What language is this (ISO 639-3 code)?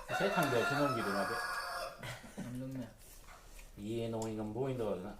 mni